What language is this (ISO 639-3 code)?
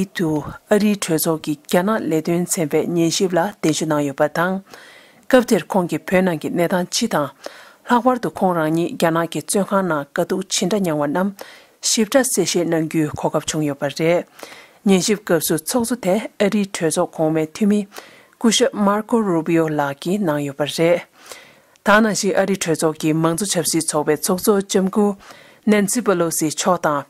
bod